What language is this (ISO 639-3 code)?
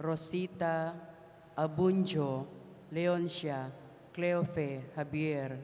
pam